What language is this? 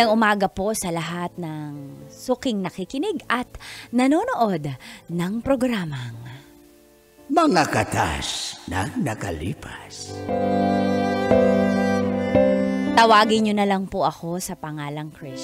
Filipino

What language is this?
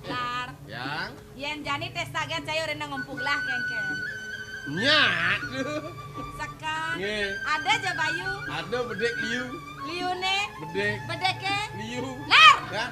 Balinese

